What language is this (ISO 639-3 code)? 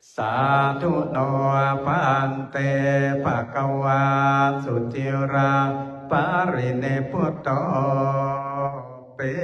pli